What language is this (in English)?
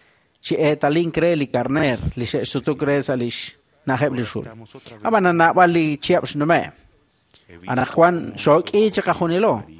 Kekchí